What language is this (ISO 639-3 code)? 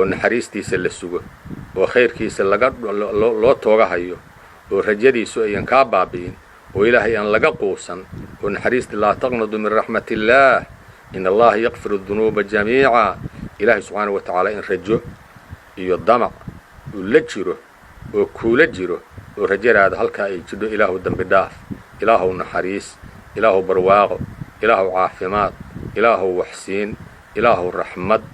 som